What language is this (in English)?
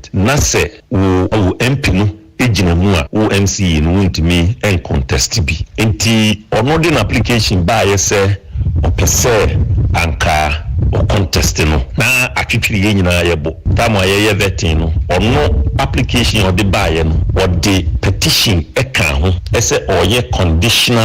Akan